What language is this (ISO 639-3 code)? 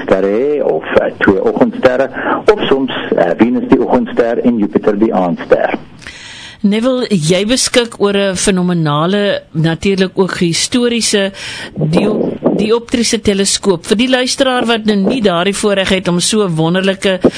afr